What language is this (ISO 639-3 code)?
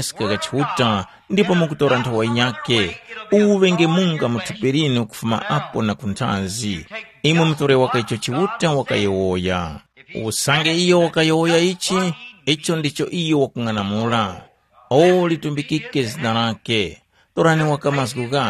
tum